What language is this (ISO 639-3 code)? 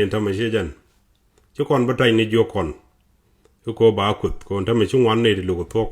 nus